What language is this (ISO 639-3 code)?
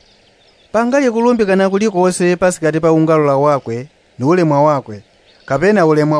yao